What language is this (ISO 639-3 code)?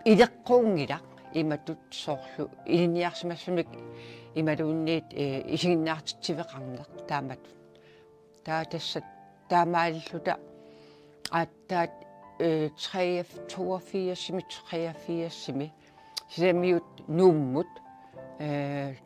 kal